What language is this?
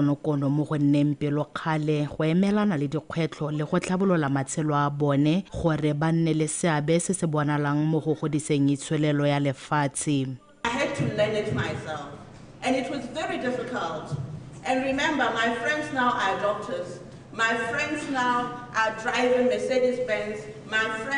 Tswana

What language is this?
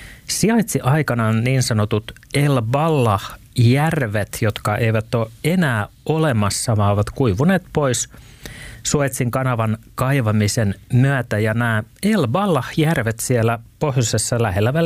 Finnish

